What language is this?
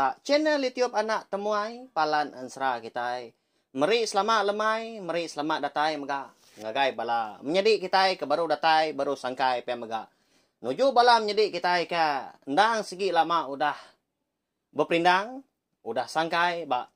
Iban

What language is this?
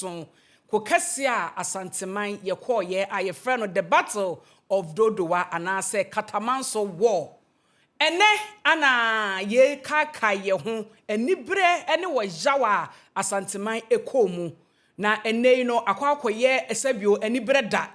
Akan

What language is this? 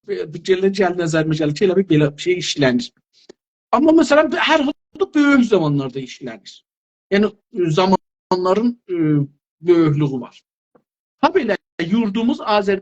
South Azerbaijani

